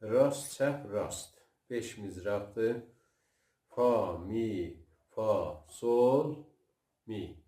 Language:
South Azerbaijani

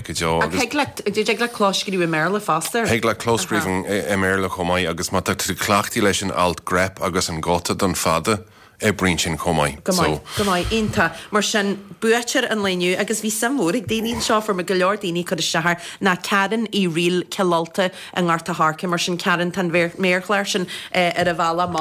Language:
Irish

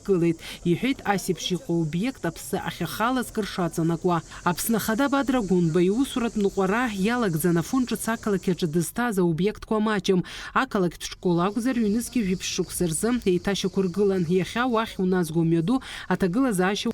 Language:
Abkhazian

